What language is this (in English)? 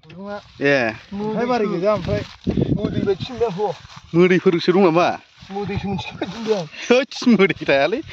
Bodo